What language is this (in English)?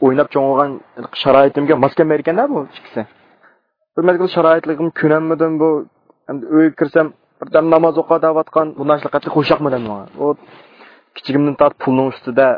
Uyghur